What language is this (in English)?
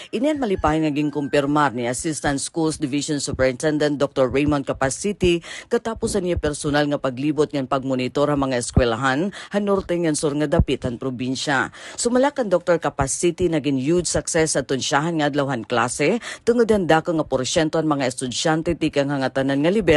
Waray